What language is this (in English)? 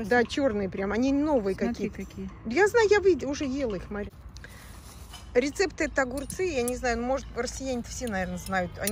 Russian